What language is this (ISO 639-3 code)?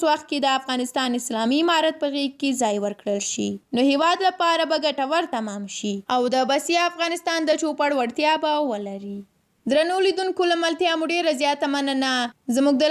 pus